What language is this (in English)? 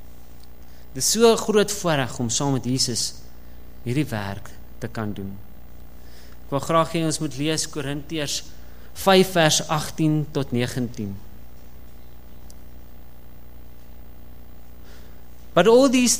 Afrikaans